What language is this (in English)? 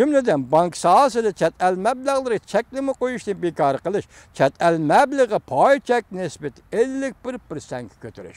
Uyghur